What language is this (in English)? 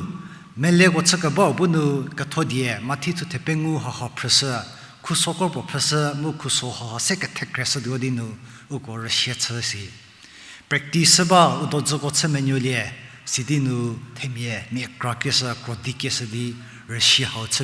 Angami Naga